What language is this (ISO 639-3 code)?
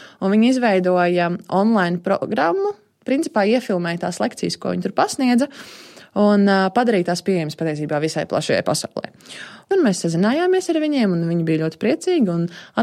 lav